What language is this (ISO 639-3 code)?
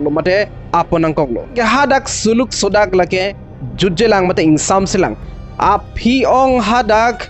mjw